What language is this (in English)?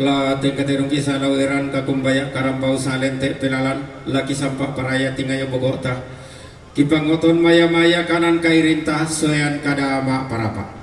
Toraja-Sa'dan